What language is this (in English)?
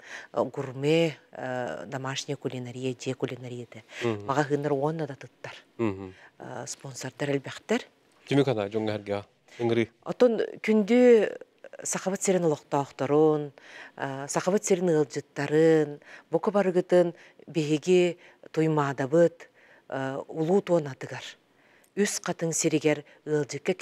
Yakut